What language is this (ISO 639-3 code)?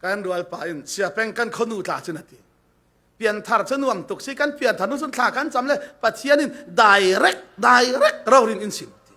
cfm